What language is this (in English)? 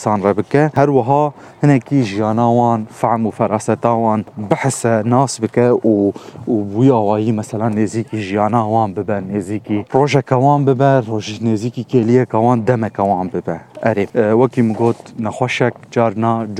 Kurdish